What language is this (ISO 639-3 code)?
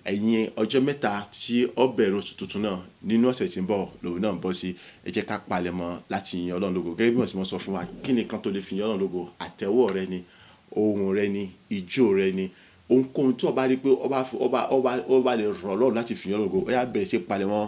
yor